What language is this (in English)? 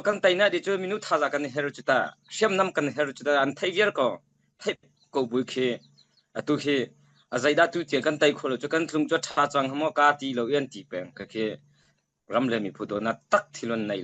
Hakha Chin